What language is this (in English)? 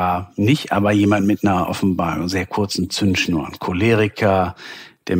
German